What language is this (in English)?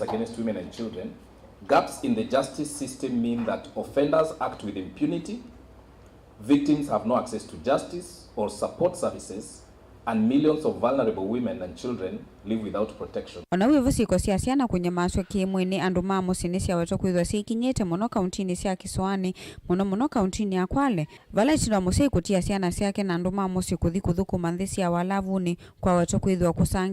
Kamba